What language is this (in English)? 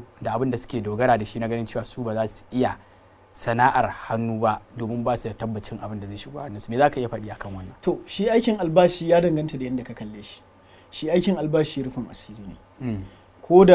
Hausa